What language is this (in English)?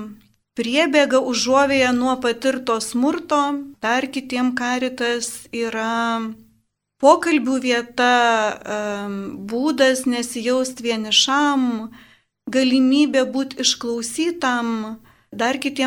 Lithuanian